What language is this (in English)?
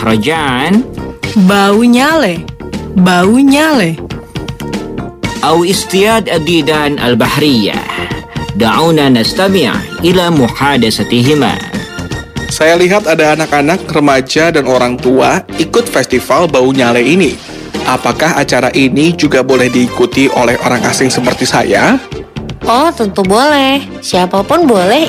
Indonesian